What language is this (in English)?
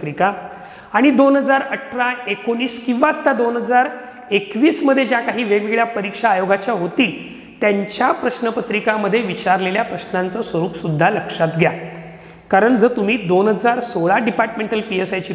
Marathi